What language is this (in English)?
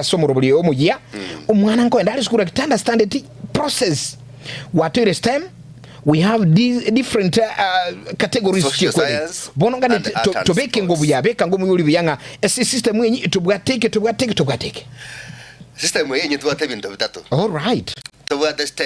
Gusii